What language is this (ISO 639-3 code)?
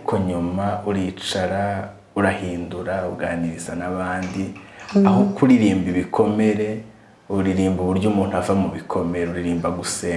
kin